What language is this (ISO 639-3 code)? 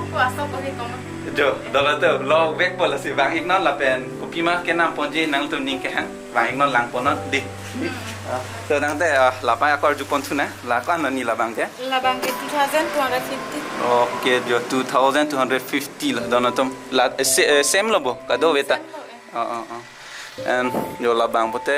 mjw